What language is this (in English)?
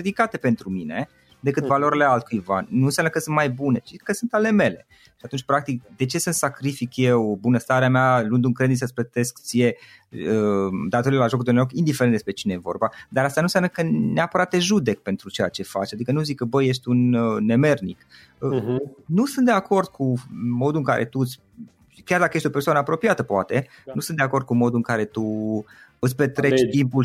Romanian